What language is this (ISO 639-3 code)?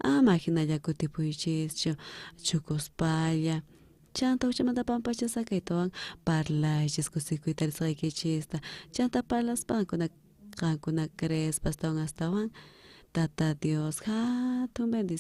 quh